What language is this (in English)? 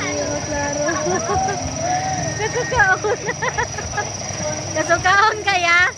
Cebuano